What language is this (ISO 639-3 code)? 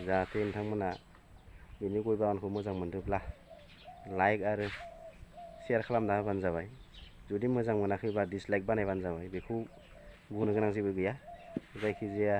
brx